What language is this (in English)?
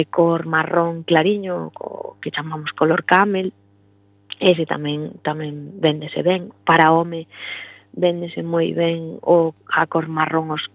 Galician